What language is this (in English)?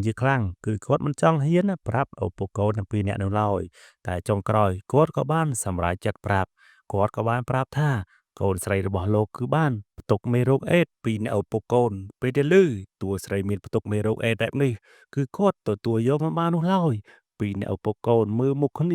Khmer